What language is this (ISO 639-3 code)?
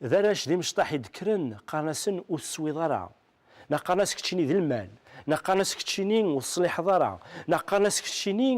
kab